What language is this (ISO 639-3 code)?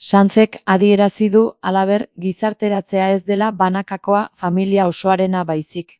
eus